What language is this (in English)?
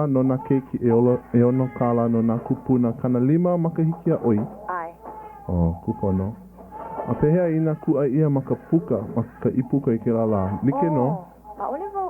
Hawaiian